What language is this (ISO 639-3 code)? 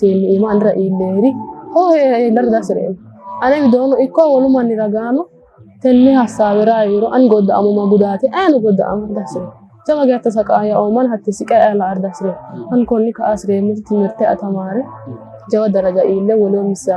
sid